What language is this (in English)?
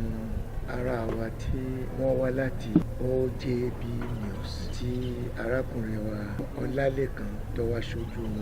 Yoruba